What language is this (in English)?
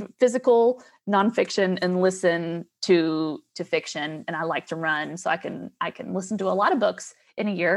English